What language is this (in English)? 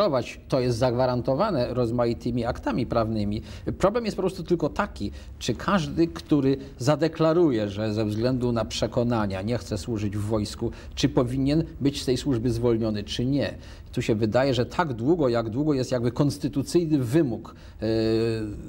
Polish